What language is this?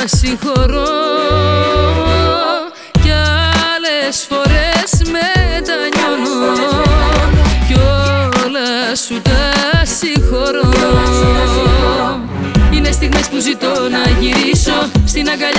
Greek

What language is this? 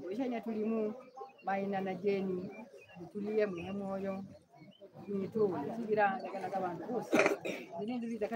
Swahili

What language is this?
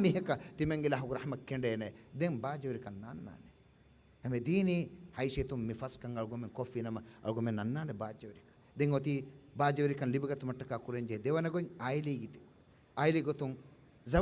Divehi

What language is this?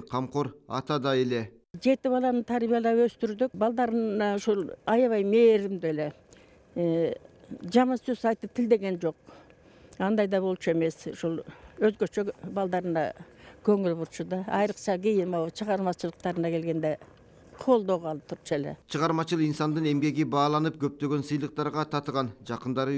Kyrgyz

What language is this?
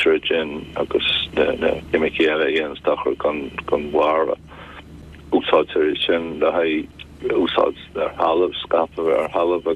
Irish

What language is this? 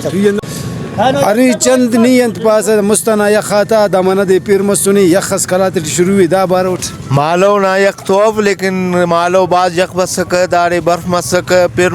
Brahui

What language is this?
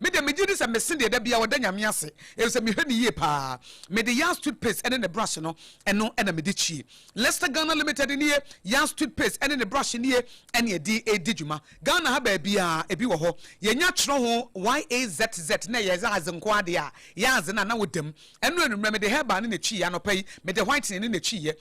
Akan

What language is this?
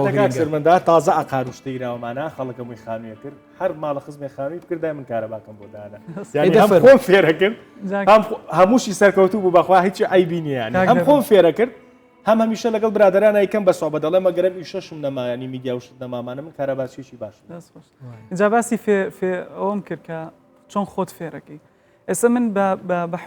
Central Kurdish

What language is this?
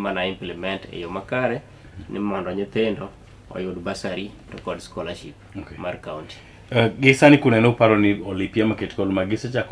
Luo (Kenya and Tanzania)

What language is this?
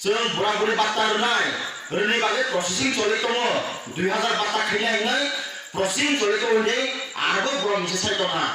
Kok Borok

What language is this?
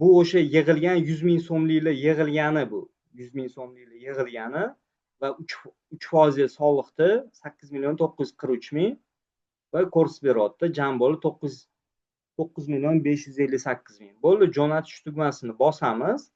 Uzbek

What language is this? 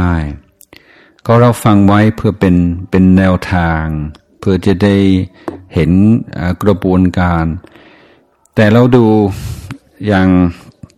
Thai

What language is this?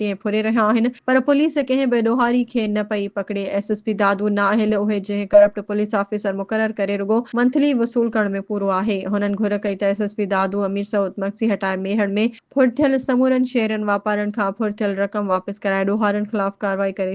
Sindhi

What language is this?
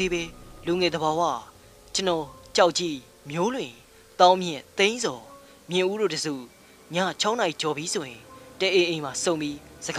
Burmese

